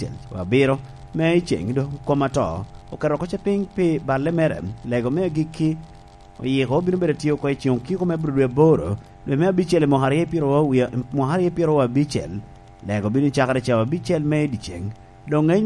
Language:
Lango (Uganda)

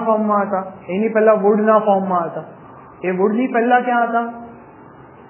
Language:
Gujarati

